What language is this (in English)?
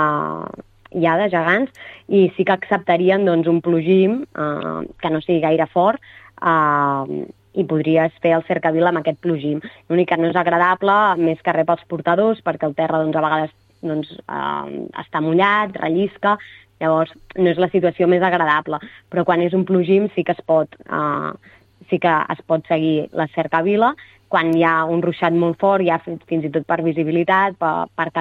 Catalan